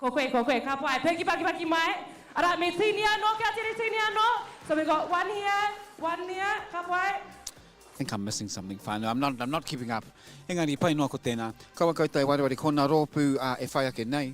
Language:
Māori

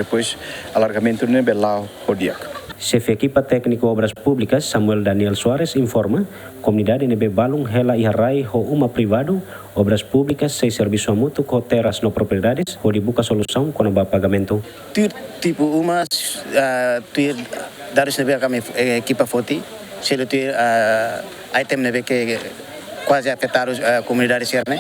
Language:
Tetum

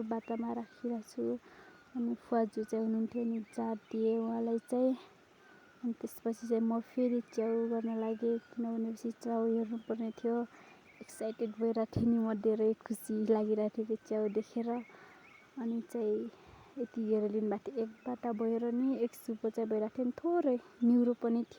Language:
Nepali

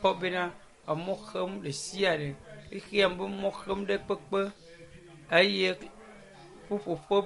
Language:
Ewe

